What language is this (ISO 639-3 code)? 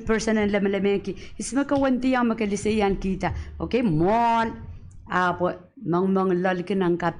pon